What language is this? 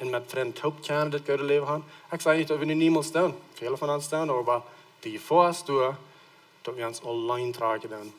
Plautdietsch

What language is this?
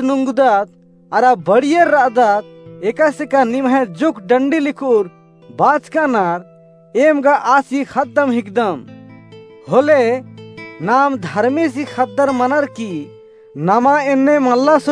Kurukh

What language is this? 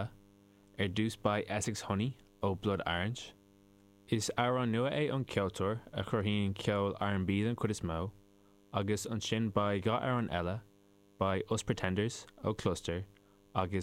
Irish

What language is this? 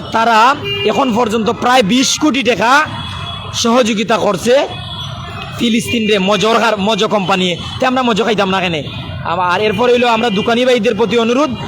Sylheti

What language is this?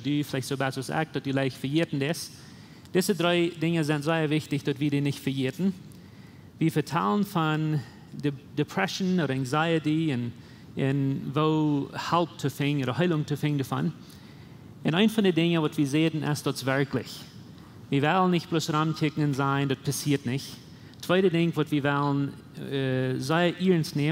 Plautdietsch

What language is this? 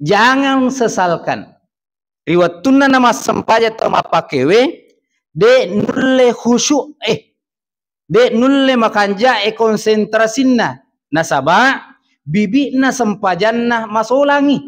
Buginese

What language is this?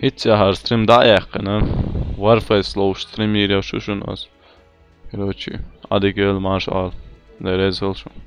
Chechen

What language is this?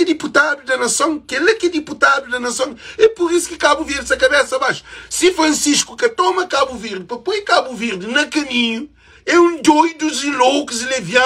Kabuverdianu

